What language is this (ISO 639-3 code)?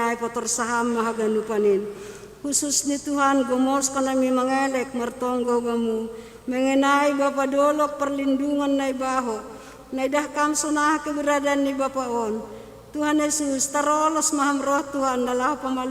bts